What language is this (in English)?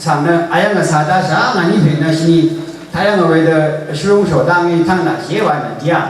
Rawang